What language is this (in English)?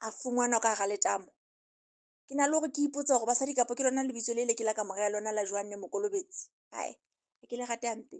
Southern Sotho